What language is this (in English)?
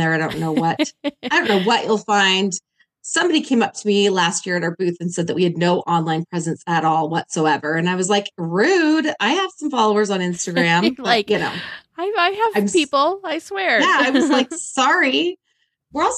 English